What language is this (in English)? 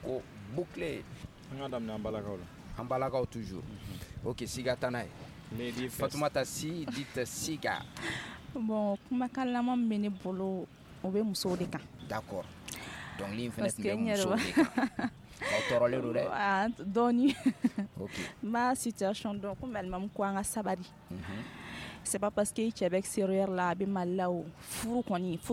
Bambara